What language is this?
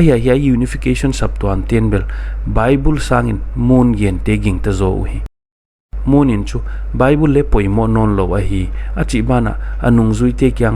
Paite Chin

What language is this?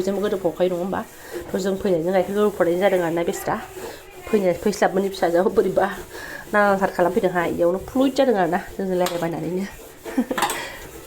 Bodo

